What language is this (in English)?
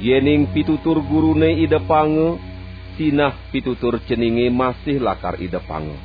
Balinese